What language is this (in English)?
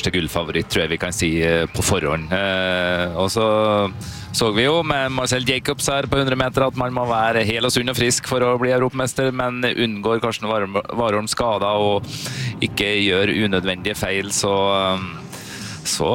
Norwegian